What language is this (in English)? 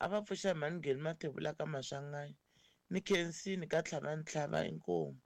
Tsonga